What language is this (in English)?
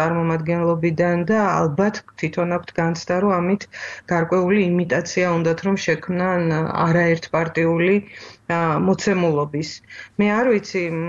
Georgian